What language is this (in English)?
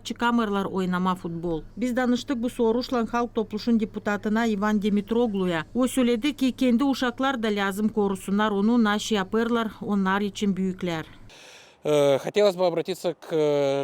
Gagauz